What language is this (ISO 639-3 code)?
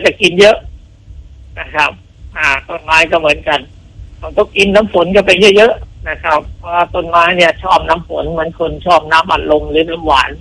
tha